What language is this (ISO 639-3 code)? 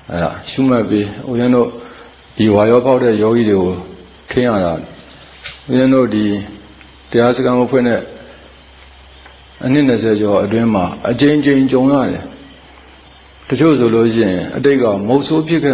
mya